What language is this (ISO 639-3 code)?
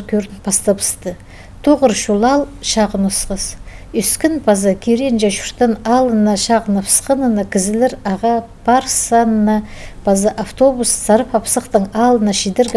kjh